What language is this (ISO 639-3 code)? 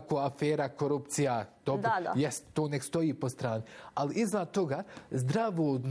bos